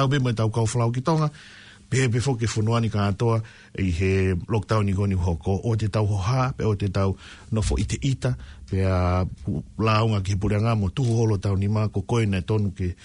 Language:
Tongan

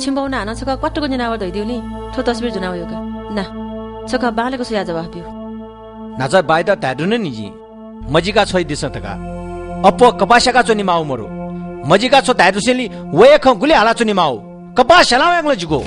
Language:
Newari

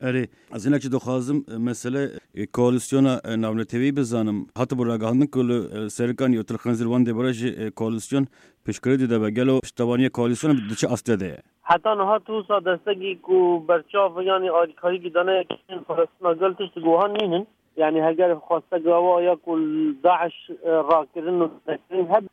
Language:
Kurdish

